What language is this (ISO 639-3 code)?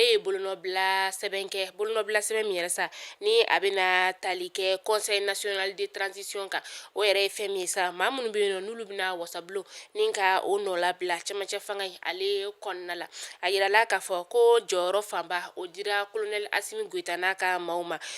bam